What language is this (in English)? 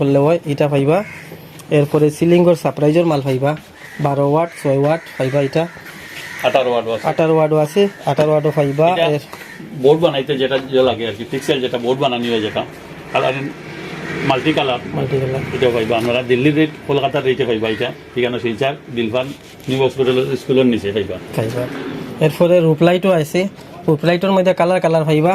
Sylheti